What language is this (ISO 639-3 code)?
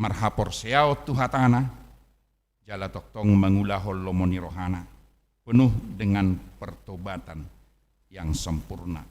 bbc